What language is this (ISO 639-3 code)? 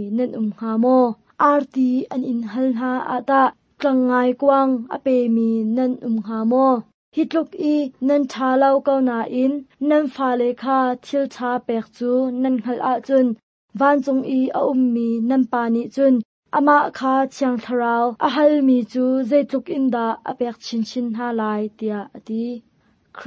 cnh